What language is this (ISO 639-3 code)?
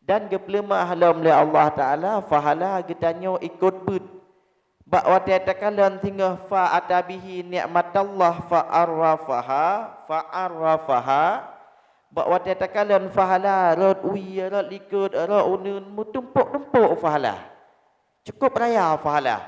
ace